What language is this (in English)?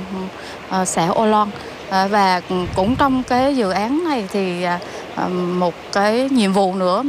Vietnamese